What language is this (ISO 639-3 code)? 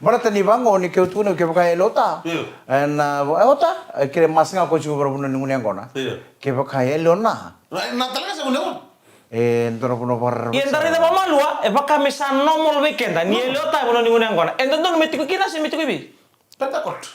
fij